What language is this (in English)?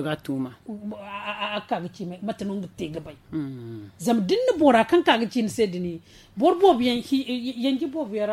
Zarma